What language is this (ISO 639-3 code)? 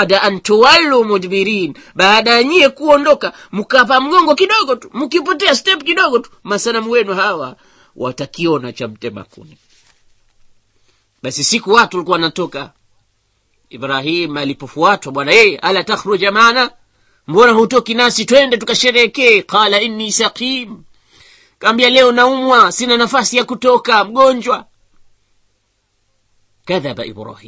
swa